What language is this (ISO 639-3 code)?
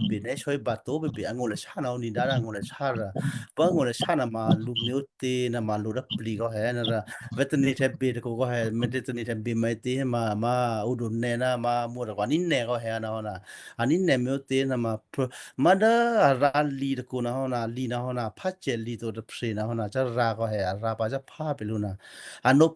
kyu